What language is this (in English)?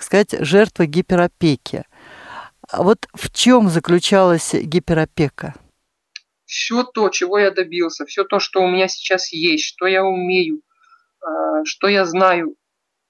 Russian